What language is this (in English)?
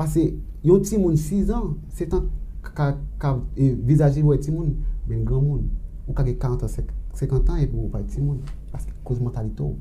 Haitian Creole